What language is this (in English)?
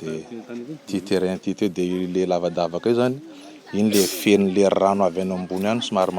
Malagasy